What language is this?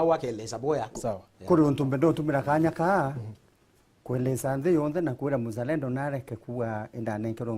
Meru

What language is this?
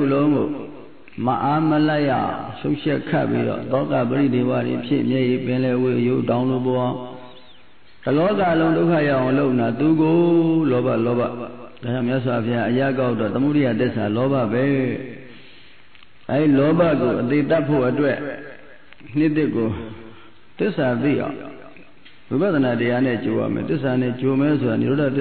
Burmese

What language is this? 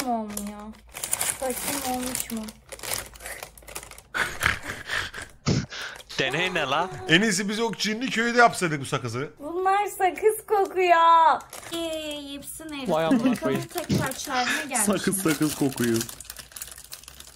Turkish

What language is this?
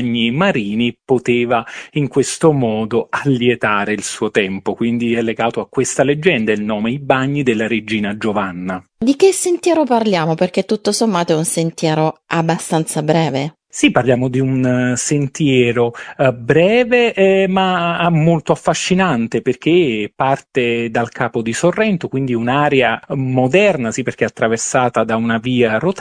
Italian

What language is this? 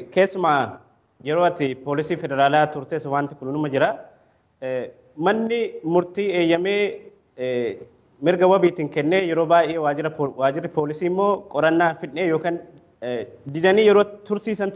Oromo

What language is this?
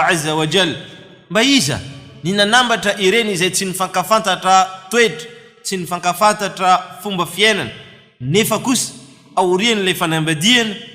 Malagasy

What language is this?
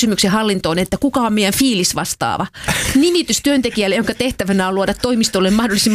Finnish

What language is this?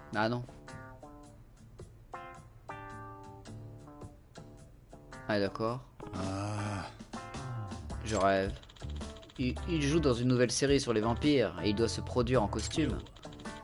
French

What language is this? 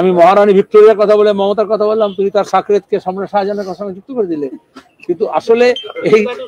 Bangla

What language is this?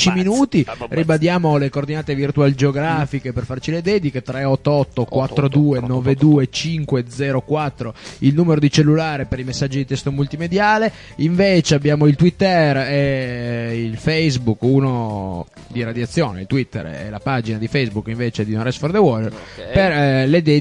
Italian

